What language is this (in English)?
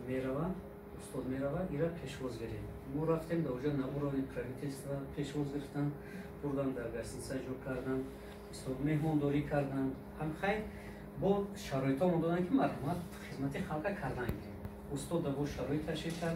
Tajik